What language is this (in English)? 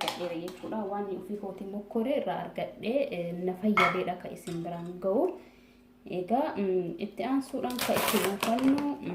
Oromo